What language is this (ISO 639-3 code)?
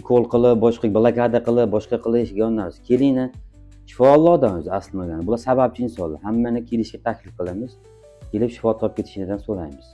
uzb